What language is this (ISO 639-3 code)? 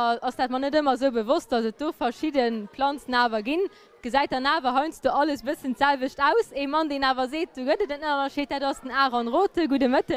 ltz